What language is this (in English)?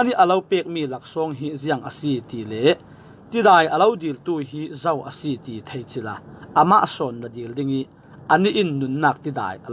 Falam Chin